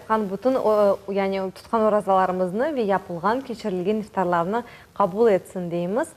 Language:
Crimean Tatar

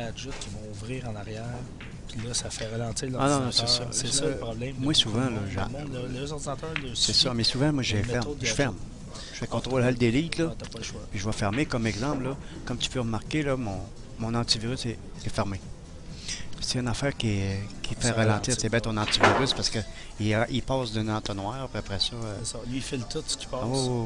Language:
French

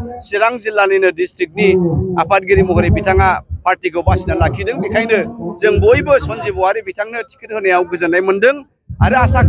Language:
Bodo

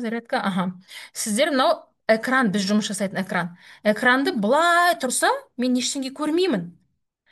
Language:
Kazakh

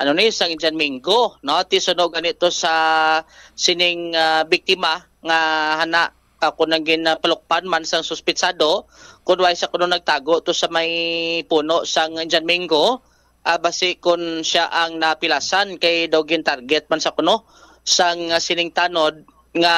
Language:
Hiligaynon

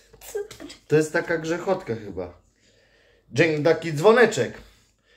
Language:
Polish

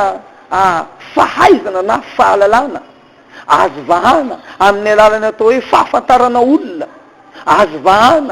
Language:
Malagasy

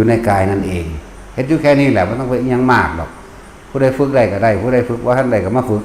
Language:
Northeastern Thai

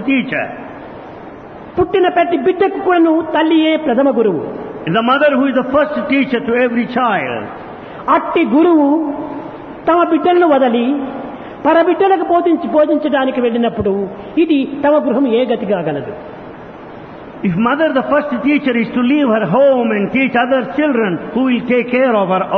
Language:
Telugu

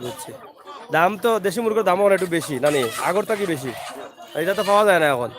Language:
Sylheti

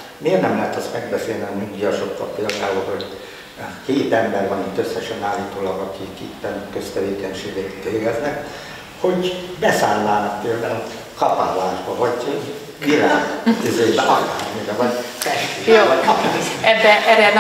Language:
Hungarian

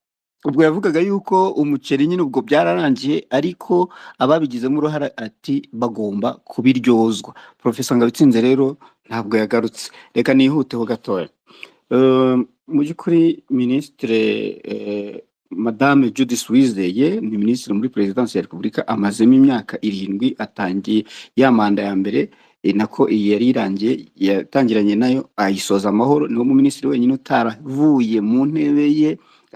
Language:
Kinyarwanda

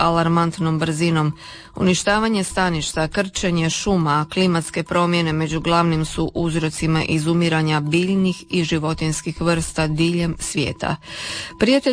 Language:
Croatian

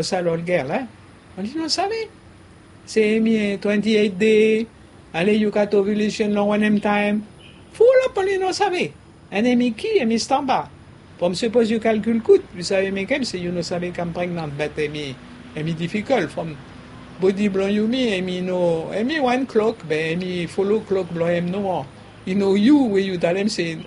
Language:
Bislama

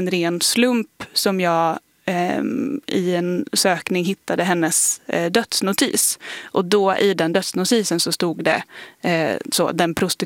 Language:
Swedish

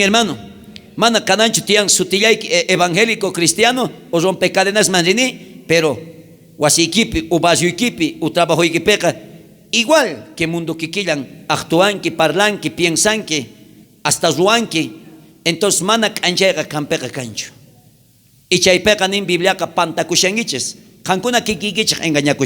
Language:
South Bolivian Quechua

